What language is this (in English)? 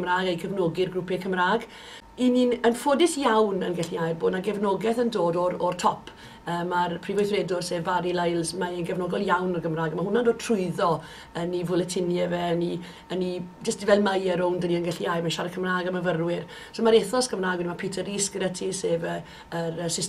Welsh